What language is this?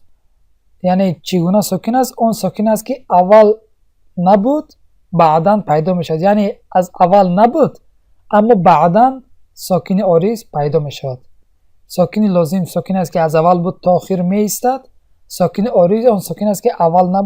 Tajik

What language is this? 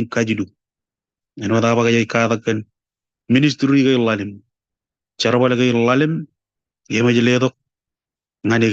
Marshallese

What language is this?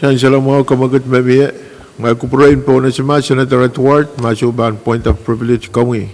Pohnpeian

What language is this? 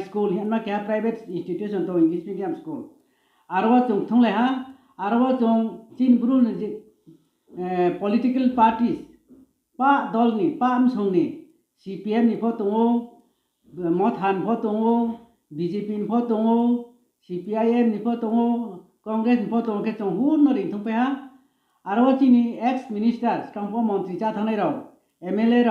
Riang (India)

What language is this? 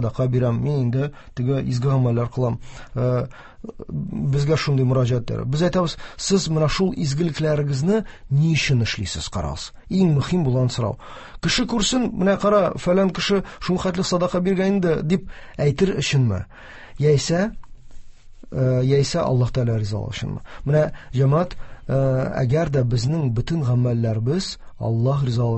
Tatar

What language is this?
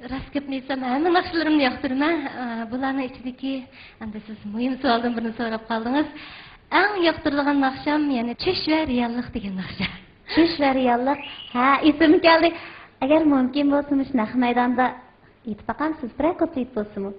Uyghur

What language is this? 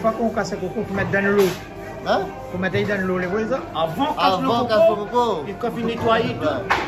Réunion Creole French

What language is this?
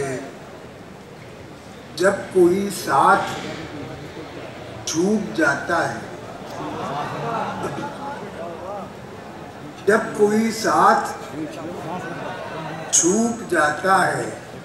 Hindi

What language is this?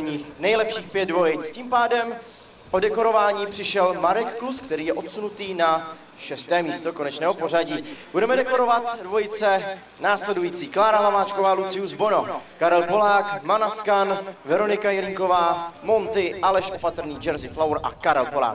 Czech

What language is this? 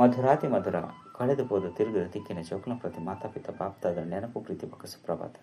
Tulu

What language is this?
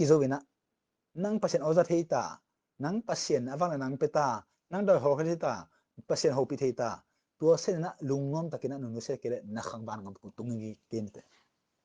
Tedim Chin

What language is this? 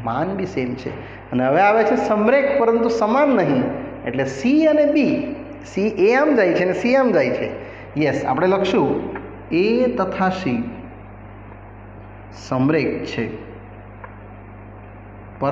Gujarati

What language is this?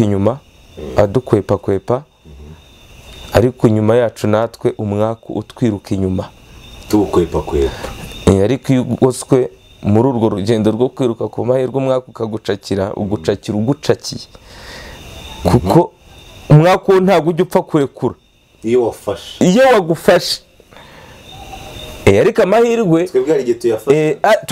Kinyarwanda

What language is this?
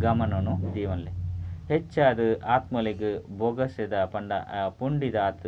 Tulu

